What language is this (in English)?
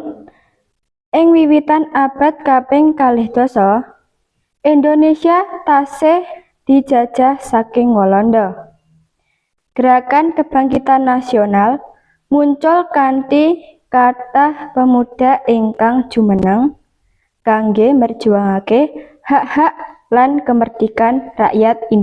Javanese